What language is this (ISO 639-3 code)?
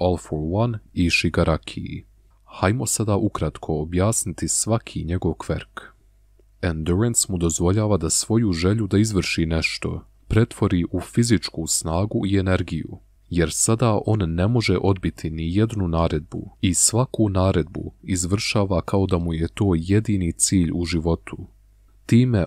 bos